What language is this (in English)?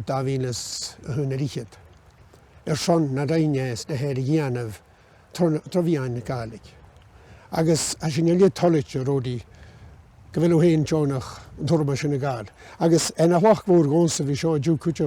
Scottish Gaelic